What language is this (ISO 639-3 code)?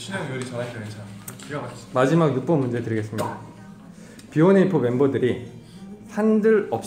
kor